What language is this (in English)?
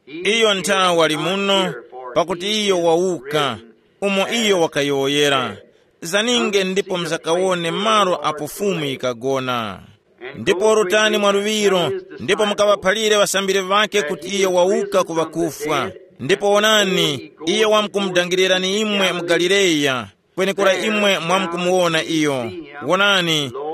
Tumbuka